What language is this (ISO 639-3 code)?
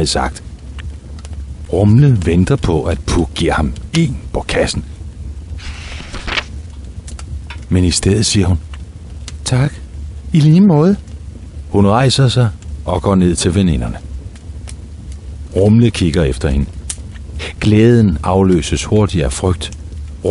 dan